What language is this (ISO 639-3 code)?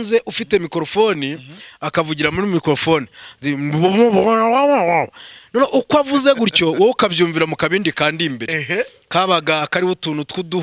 kin